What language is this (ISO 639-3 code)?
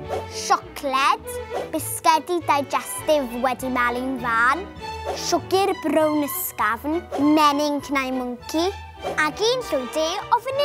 cym